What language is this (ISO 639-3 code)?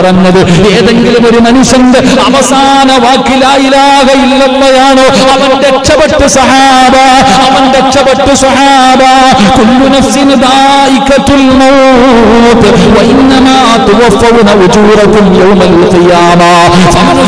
mal